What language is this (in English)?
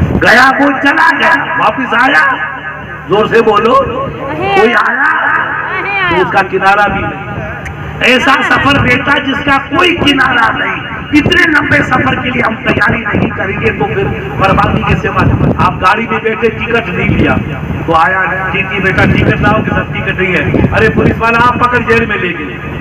Urdu